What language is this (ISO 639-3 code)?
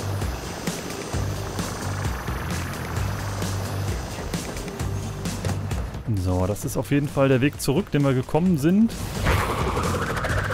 deu